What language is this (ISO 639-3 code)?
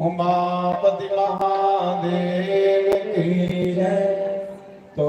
doi